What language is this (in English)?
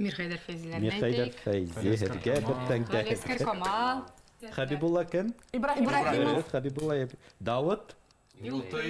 Bashkir